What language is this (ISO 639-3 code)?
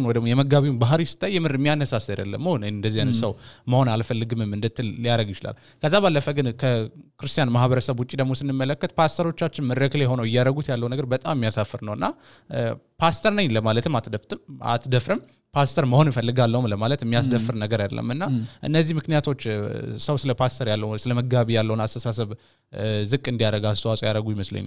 amh